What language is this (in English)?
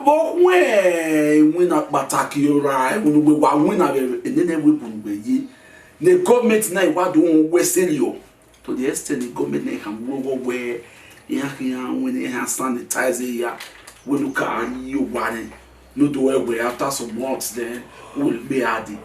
Bini